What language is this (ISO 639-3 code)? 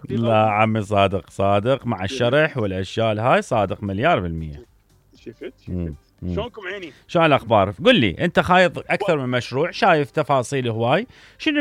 acm